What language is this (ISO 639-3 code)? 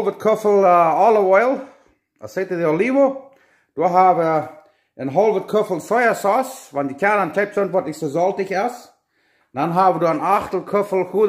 pdt